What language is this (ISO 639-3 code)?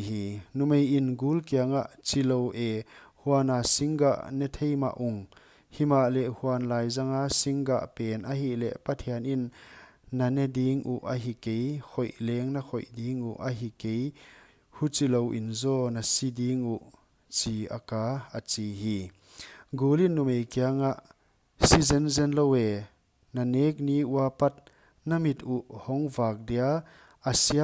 pck